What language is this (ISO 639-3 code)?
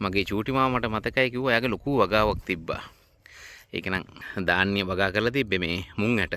sin